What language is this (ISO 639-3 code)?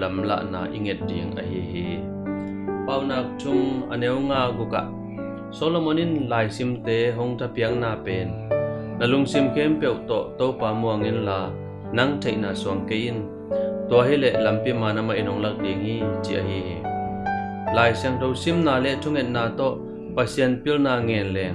ctd